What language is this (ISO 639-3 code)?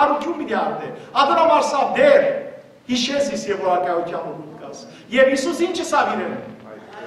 hyw